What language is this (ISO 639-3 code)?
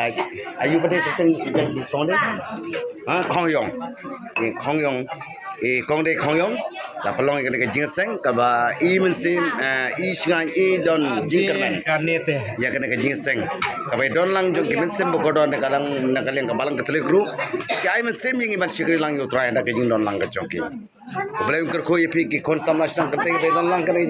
kha